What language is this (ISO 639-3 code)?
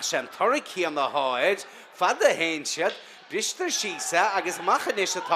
gle